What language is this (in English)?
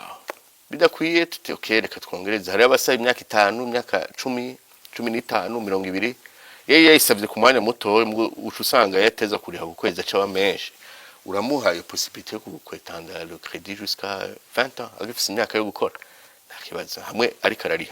Rundi